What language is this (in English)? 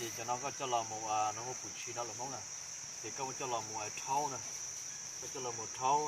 Hmong